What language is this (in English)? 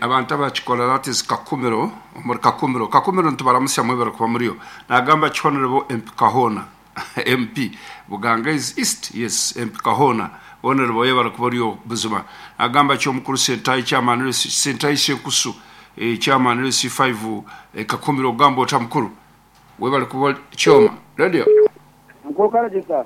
Nyankole